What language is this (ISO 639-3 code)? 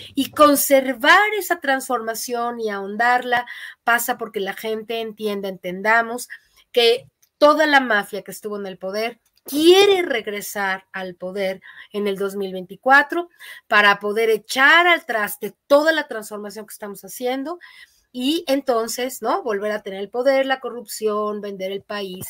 spa